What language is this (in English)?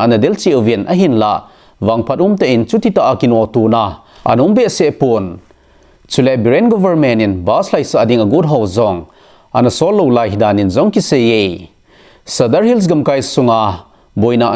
Thado Chin